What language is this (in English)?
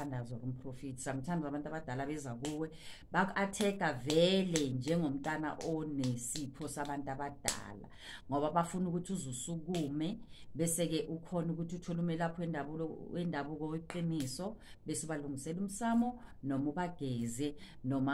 Zulu